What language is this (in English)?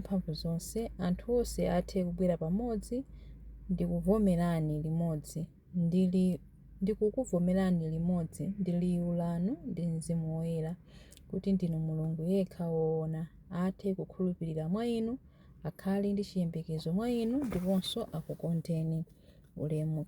Nyanja